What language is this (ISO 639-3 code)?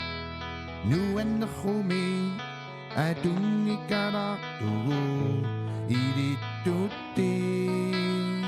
kal